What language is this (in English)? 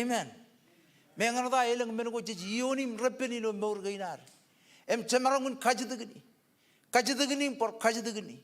Marshallese